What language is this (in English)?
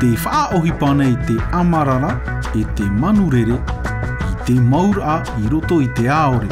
Tahitian